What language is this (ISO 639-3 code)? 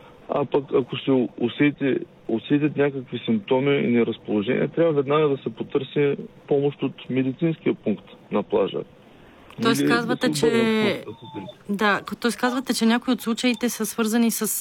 bul